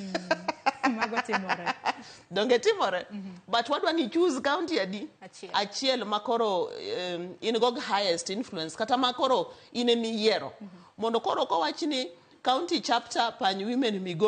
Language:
Luo (Kenya and Tanzania)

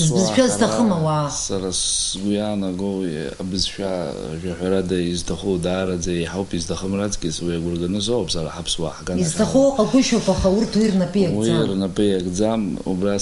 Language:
Abkhazian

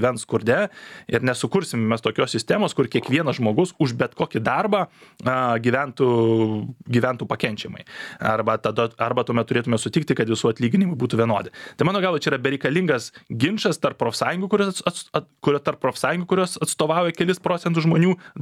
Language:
Lithuanian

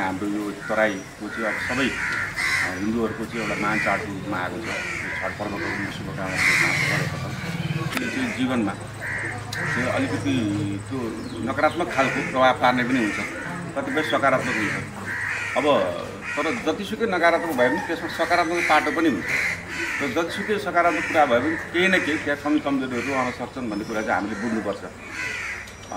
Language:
Nepali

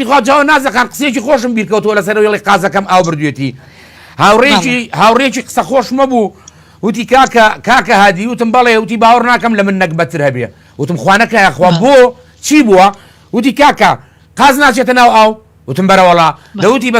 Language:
Central Kurdish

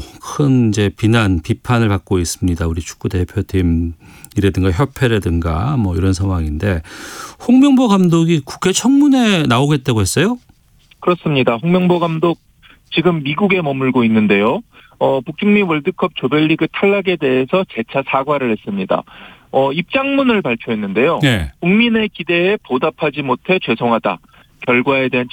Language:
Korean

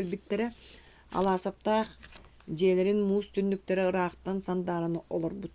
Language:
Yakut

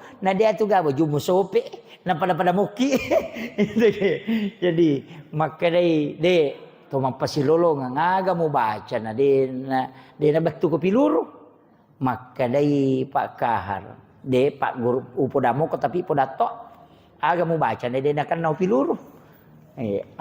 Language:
Buginese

